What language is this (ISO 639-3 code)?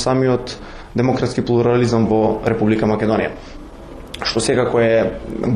mkd